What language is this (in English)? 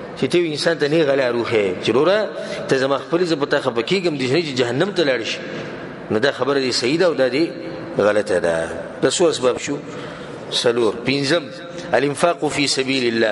Pashto